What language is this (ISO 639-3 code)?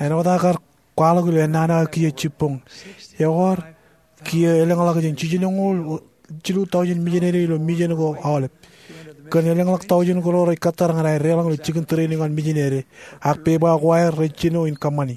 mah